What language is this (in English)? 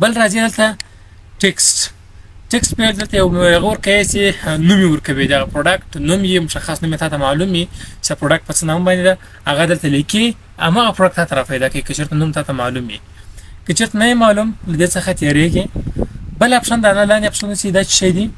Pashto